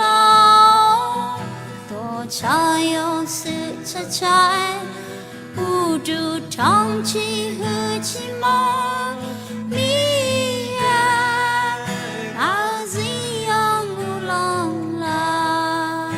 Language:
Akha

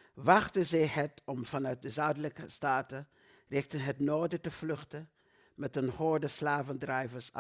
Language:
Dutch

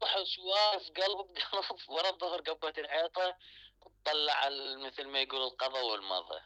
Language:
Mesopotamian Arabic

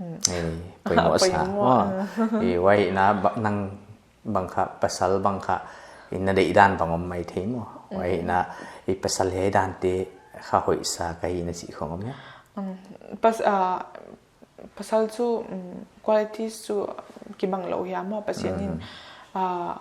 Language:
Paite Chin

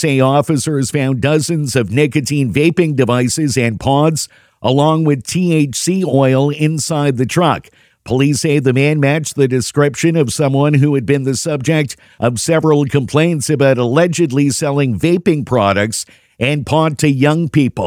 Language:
English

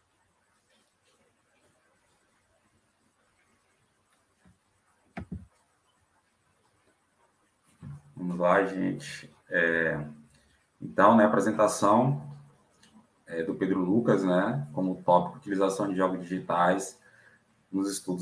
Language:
Portuguese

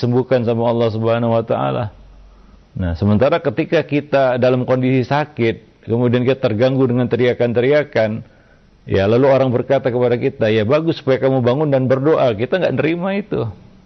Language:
Indonesian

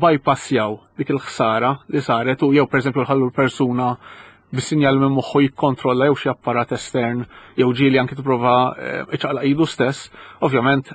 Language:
Maltese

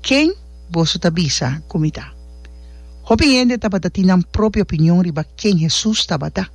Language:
Papiamento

